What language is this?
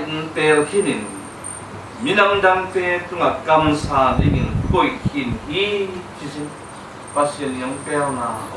Tedim Chin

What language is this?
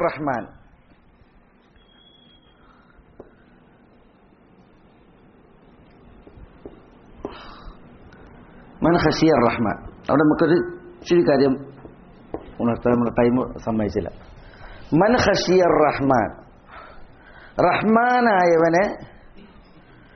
Malayalam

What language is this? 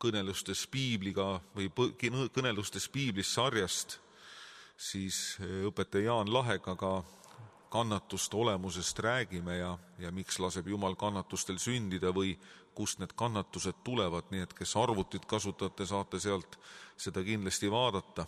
Estonian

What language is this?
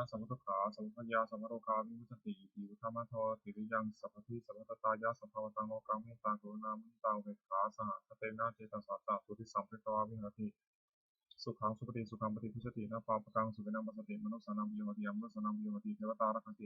Pali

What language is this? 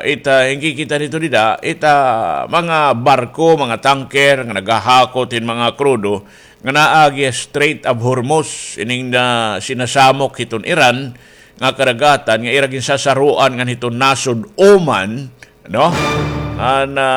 Waray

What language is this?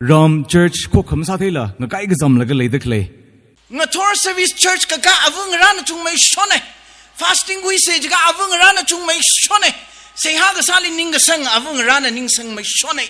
Tangkhul Naga (India)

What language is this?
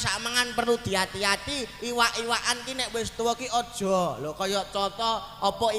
Javanese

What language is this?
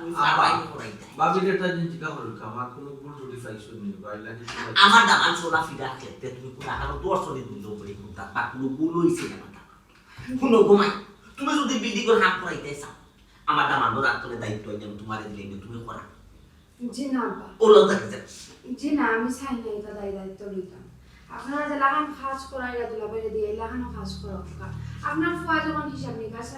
Sylheti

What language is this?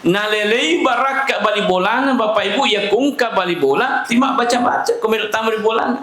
Buginese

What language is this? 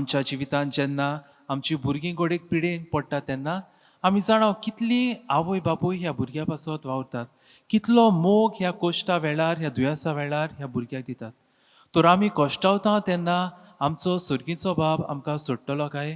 Konkani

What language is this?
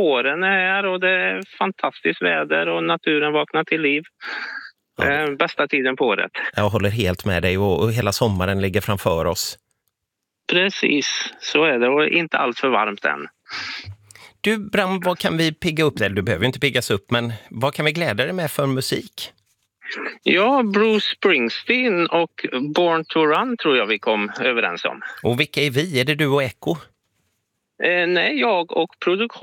Swedish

